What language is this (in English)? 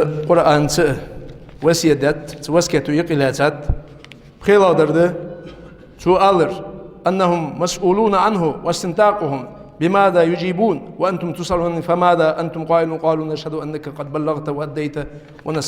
Ingush